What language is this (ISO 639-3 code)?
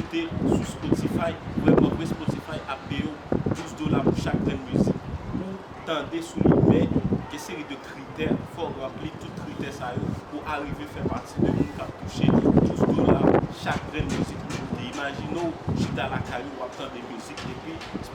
hat